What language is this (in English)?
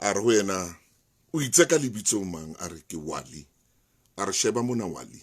Southern Sotho